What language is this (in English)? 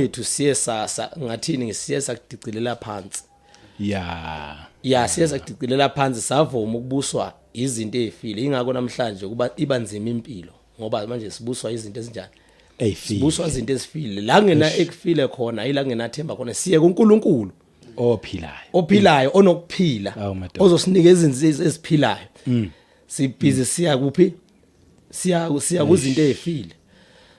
Zulu